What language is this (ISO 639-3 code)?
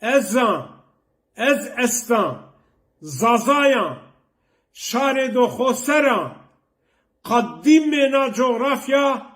zza